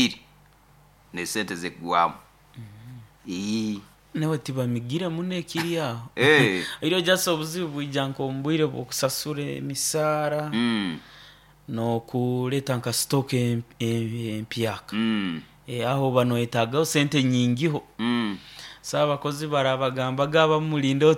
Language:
Nyoro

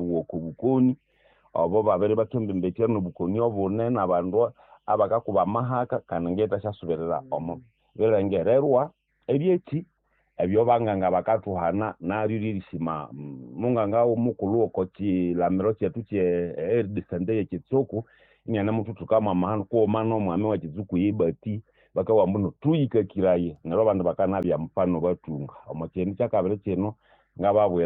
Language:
Nande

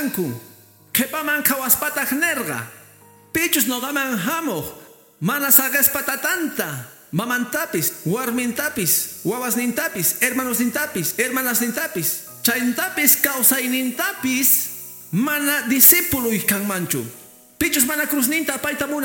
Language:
Quechua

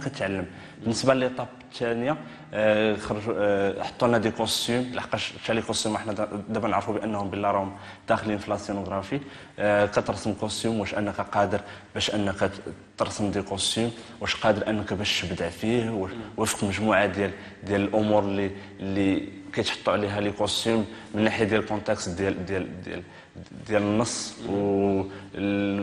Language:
Moroccan Arabic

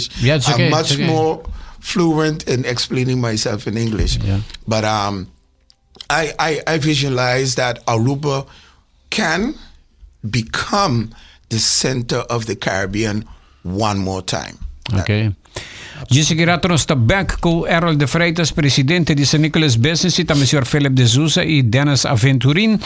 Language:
Papiamento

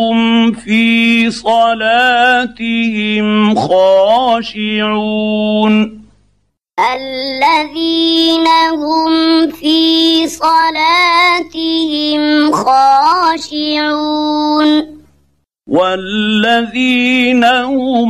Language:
Arabic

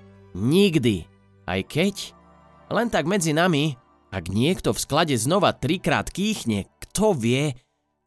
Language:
Slovak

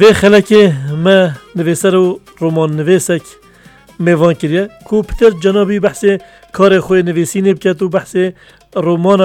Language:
Kurdish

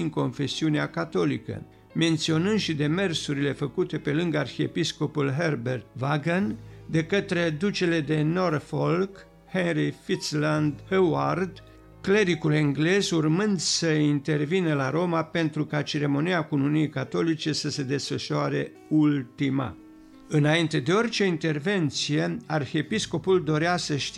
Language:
Romanian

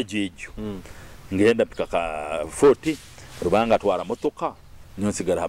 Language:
Nyoro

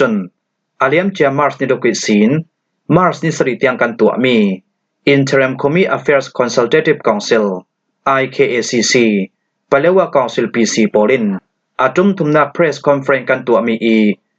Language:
Falam Chin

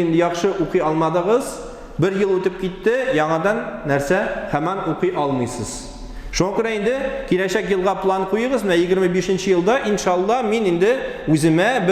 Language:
Tatar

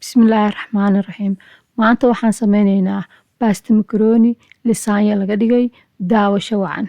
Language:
Somali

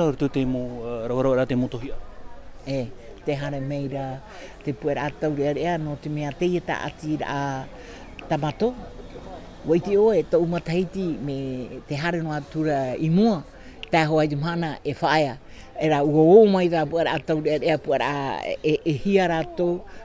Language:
Tahitian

